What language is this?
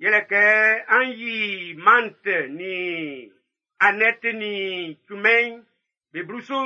Baoulé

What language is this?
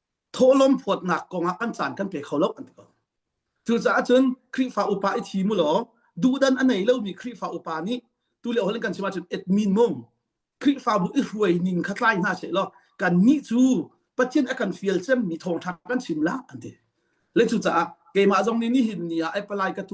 Hakha Chin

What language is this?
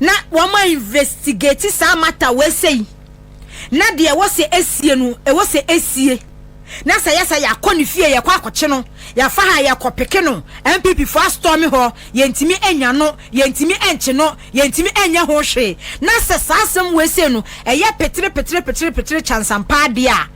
Akan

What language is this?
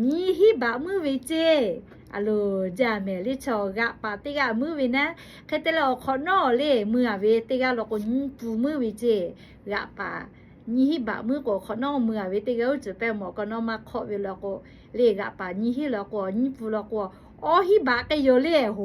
Lahu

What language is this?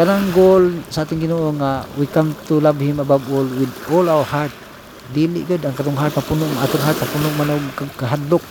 Cebuano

